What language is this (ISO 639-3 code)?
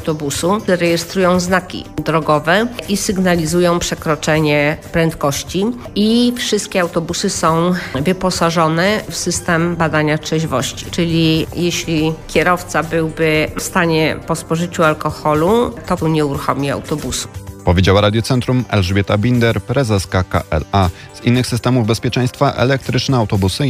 pol